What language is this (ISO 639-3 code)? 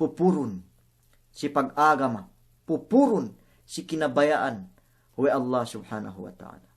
yka